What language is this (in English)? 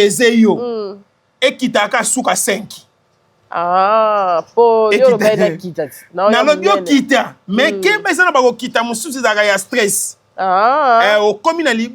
Lingala